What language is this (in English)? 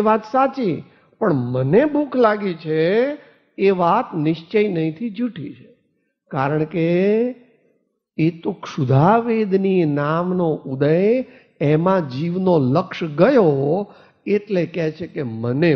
Gujarati